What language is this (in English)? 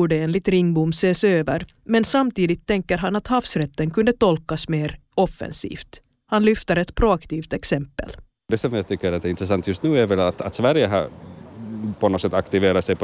Swedish